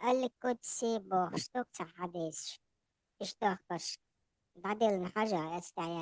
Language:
Chechen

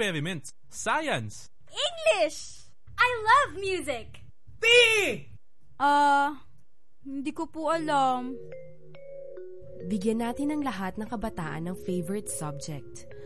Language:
Filipino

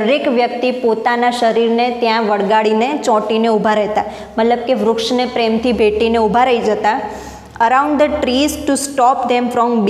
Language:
Gujarati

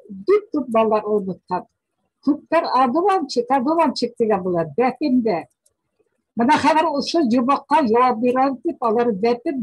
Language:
Bashkir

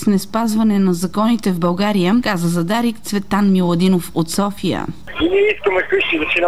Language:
Bulgarian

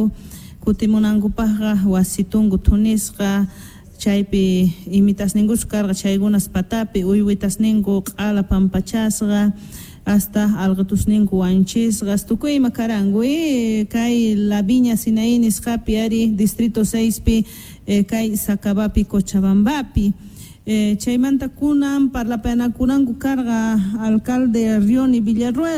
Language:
South Bolivian Quechua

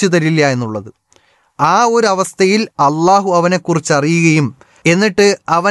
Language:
Malayalam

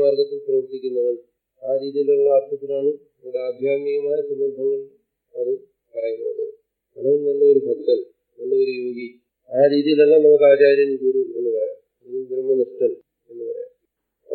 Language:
Malayalam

